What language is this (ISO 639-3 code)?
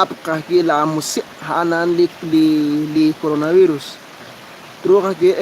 kek